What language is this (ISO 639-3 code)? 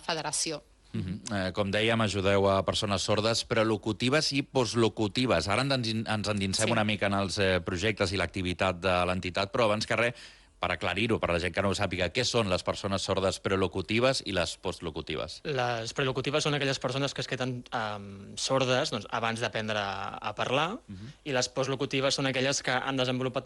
cat